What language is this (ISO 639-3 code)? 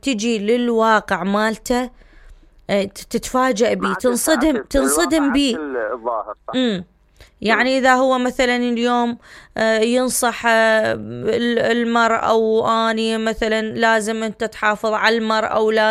acm